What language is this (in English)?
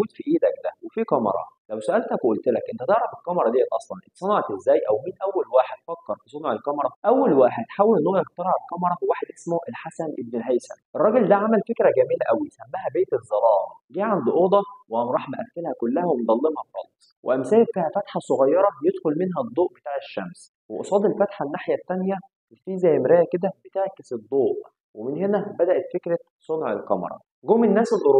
Egyptian Arabic